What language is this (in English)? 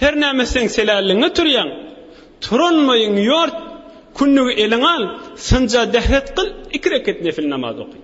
Turkmen